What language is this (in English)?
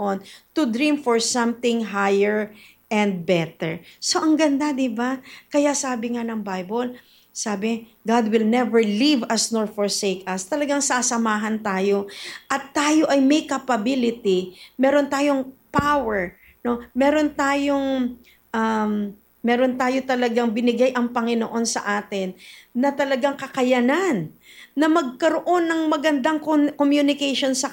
Filipino